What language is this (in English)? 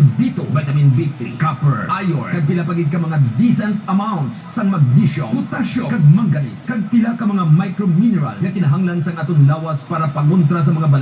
Hiligaynon